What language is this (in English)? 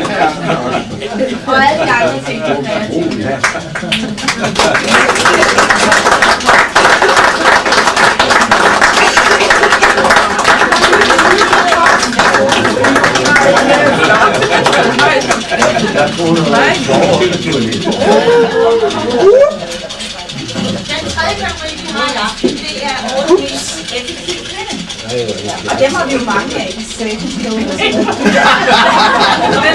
Danish